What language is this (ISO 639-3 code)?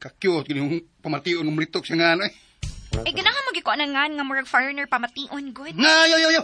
ceb